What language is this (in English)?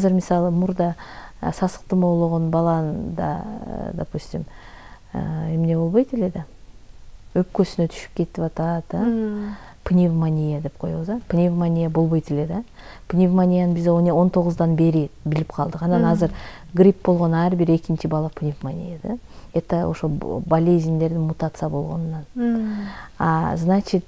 Kyrgyz